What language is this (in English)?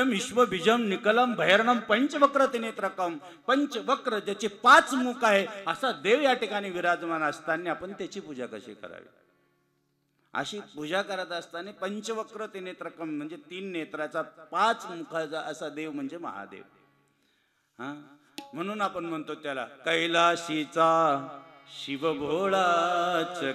Marathi